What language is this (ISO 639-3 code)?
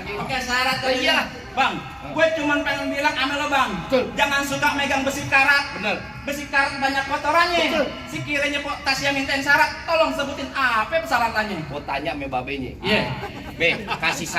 bew